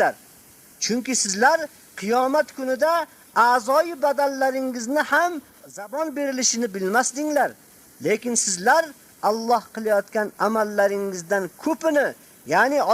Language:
Uzbek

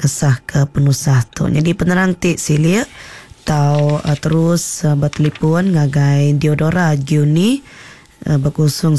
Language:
Iban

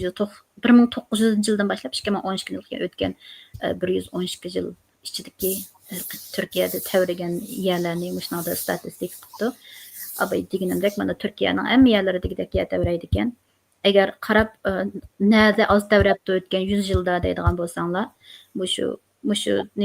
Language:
Uyghur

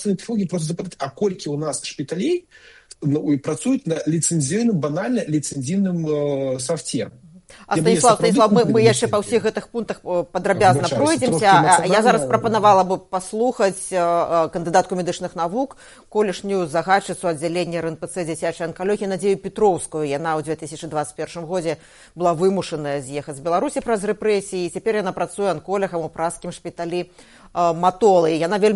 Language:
Belarusian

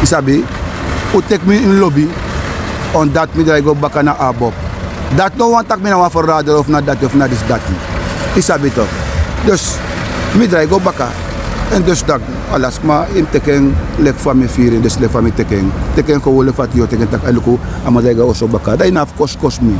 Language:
Sranan Tongo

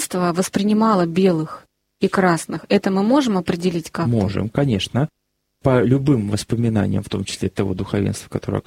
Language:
Russian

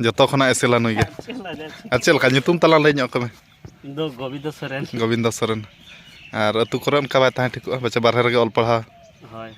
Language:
Santali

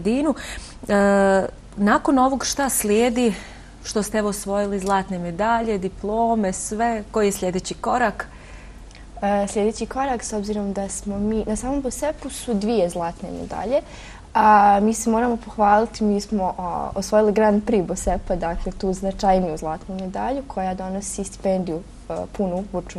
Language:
Bosnian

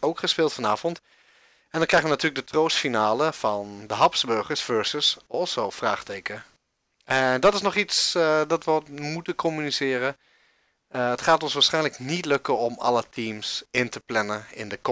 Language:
Dutch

